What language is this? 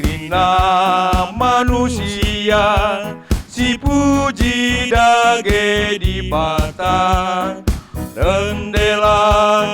Batak Karo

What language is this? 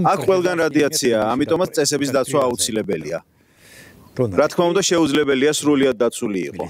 Georgian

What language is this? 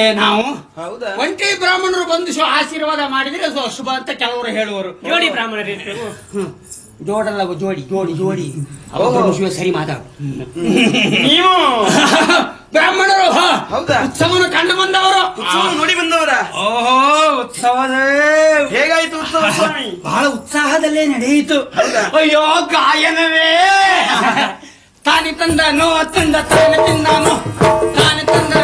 Kannada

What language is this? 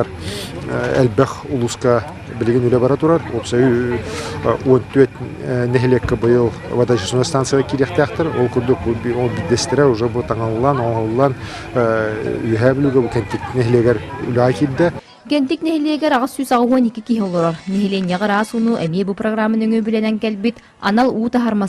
Yakut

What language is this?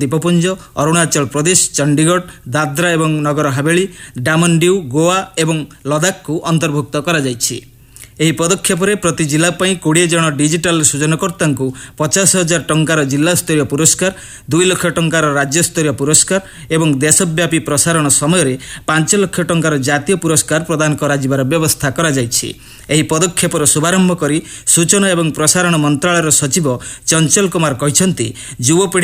Odia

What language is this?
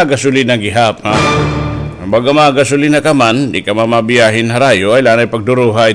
Waray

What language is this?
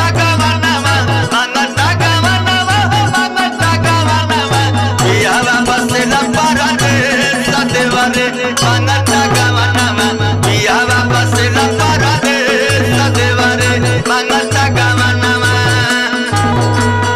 Bhojpuri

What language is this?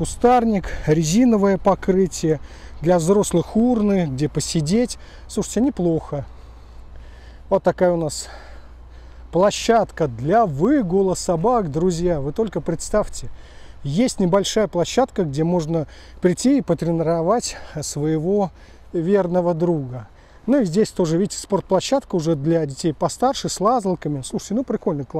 Russian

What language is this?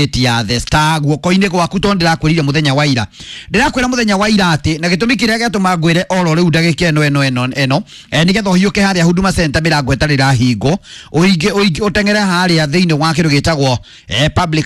Kikuyu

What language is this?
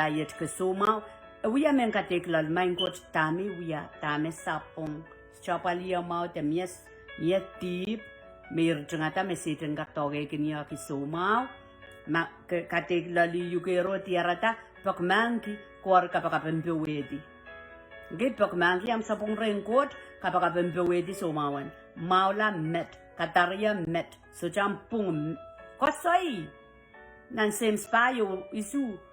Pohnpeian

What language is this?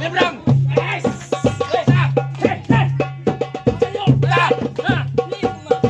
Betawi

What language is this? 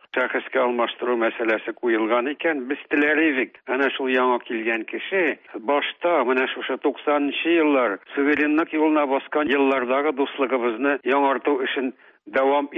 Tatar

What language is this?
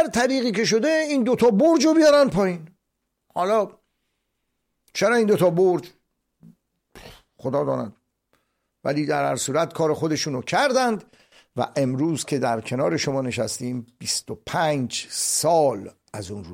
Persian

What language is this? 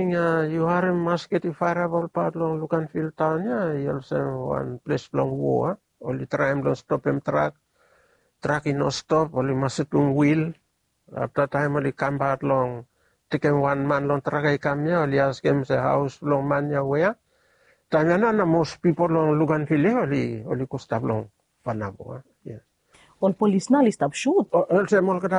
Bislama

